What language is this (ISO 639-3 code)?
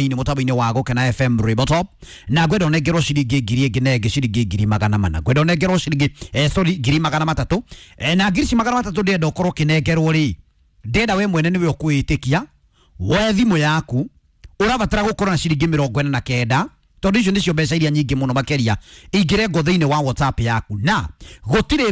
kik